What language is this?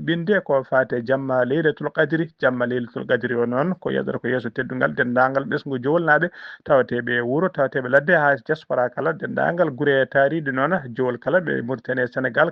Fula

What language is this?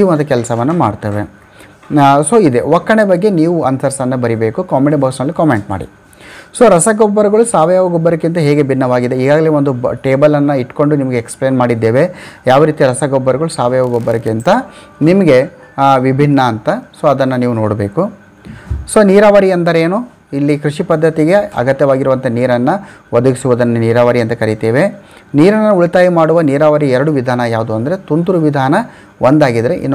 Kannada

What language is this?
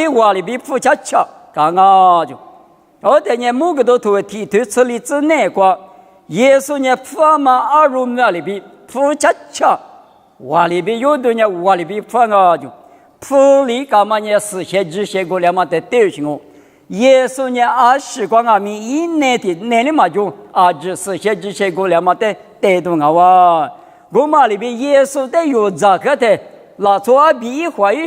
Lisu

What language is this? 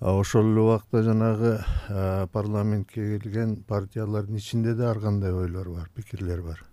Kyrgyz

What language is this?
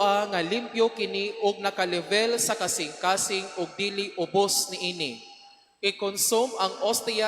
Cebuano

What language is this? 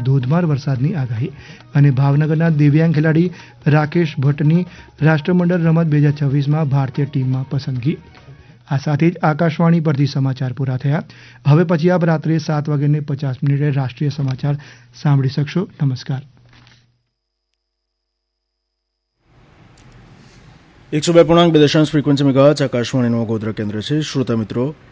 Gujarati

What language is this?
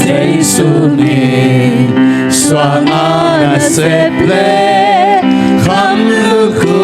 Tedim Chin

